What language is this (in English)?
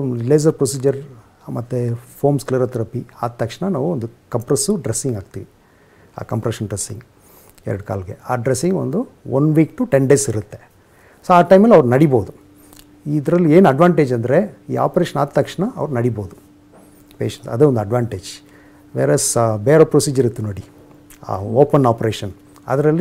Kannada